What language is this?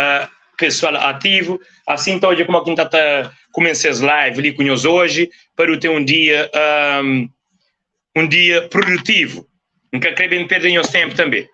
Kabuverdianu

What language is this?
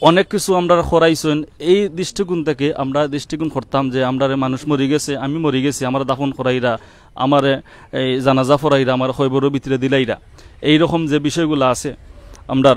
Sylheti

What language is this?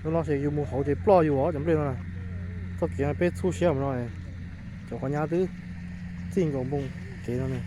Hmong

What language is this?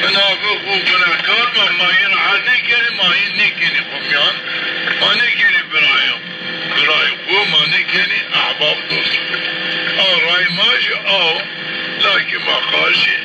Zaza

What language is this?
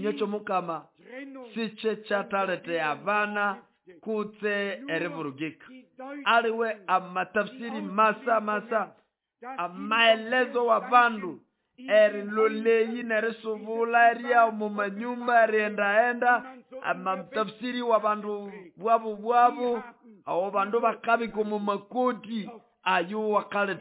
Nande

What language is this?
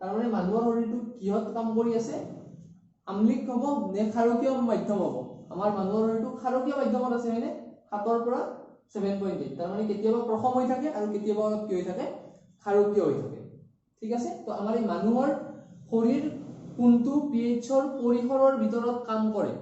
Assamese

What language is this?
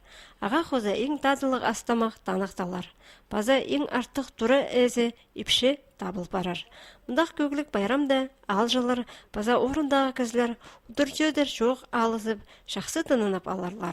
Khakas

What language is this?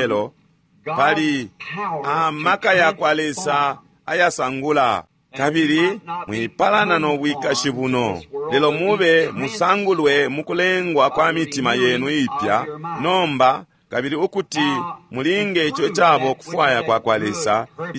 Bemba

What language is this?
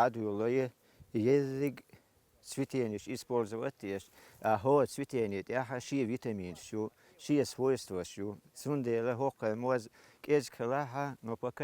Chechen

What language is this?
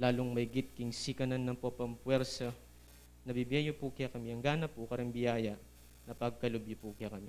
Pampanga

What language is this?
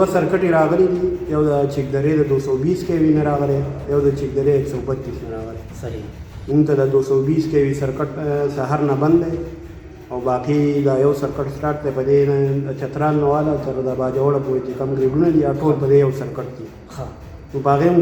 Pashto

